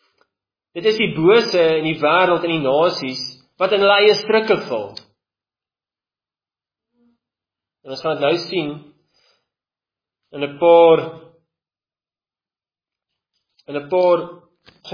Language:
Afrikaans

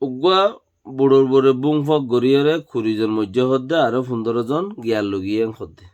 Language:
Rohingya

